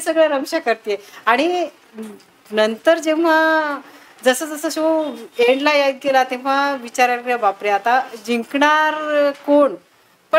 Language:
Marathi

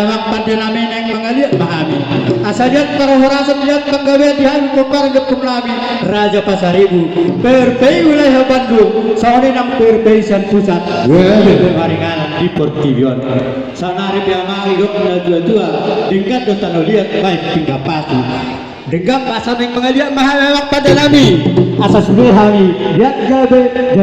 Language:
Batak Toba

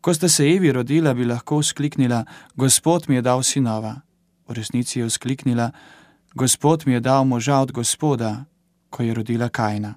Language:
Slovenian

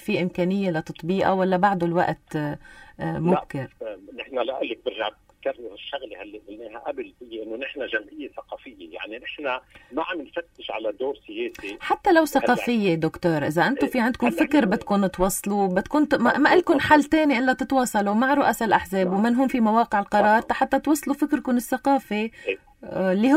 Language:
North Levantine Arabic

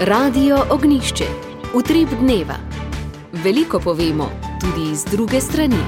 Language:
Slovenian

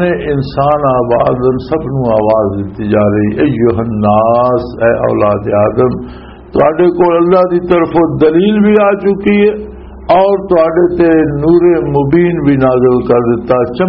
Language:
Western Panjabi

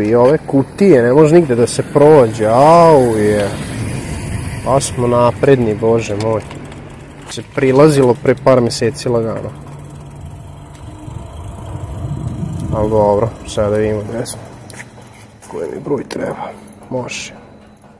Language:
Serbian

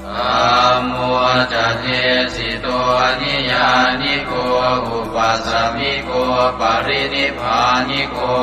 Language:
Pali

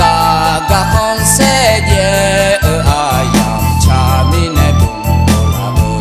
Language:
Akha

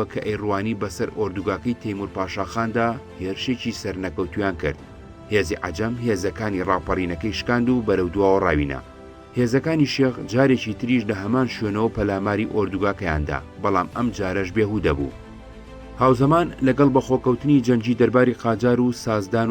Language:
Central Kurdish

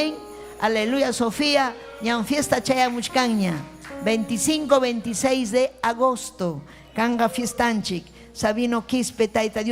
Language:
Ayacucho Quechua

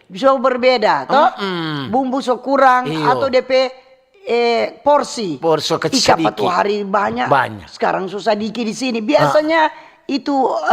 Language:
Manado Malay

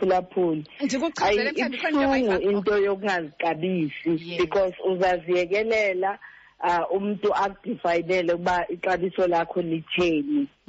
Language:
Xhosa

